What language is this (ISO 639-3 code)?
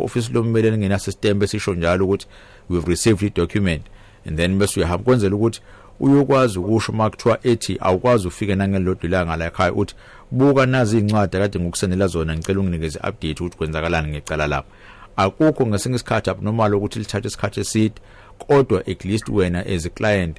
zul